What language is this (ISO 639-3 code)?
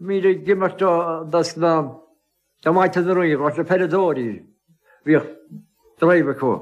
gle